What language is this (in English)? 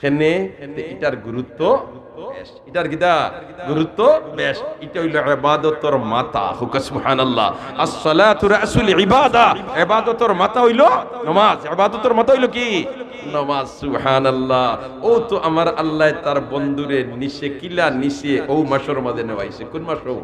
Sylheti